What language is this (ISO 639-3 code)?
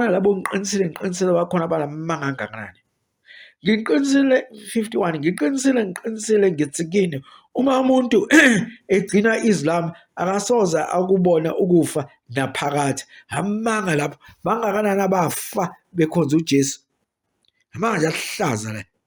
zul